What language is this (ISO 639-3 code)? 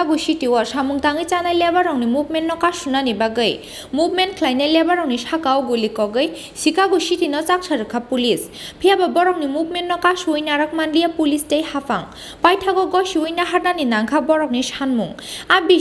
trp